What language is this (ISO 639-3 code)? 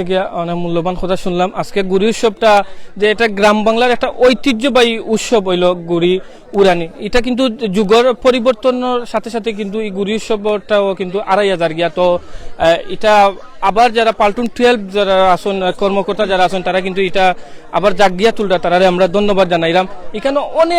syl